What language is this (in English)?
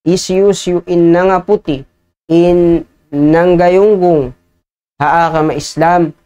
Tausug